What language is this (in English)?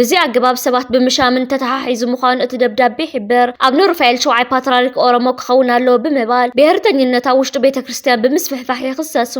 Tigrinya